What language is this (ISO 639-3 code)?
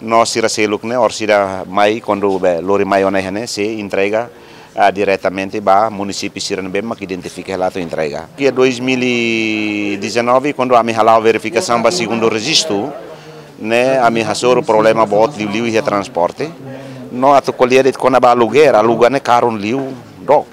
tet